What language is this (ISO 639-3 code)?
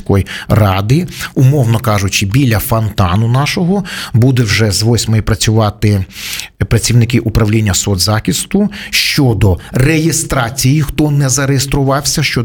ukr